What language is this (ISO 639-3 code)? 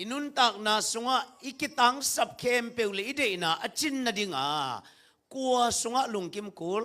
ctd